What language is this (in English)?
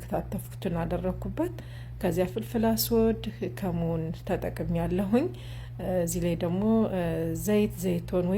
Amharic